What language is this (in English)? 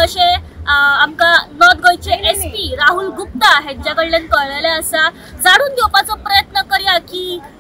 Konkani